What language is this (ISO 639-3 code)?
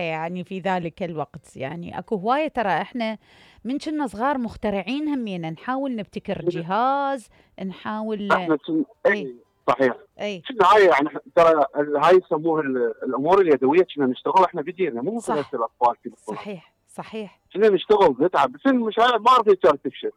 acm